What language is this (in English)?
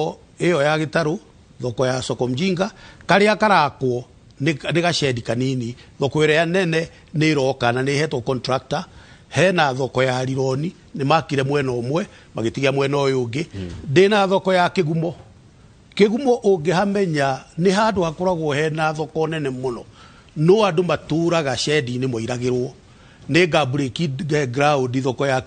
Kikuyu